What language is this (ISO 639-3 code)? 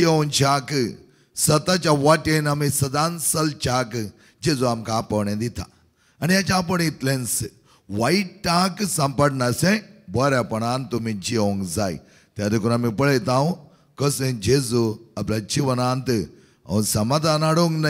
kok